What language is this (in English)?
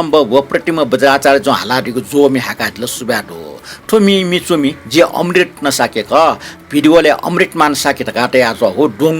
Newari